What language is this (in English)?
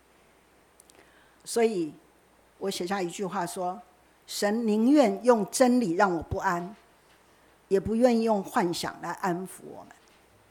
Chinese